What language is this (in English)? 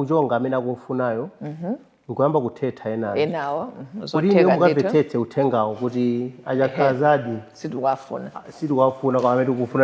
Nyanja